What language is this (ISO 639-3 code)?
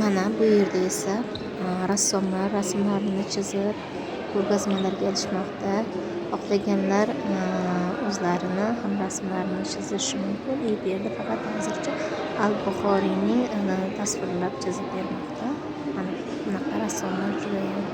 uzb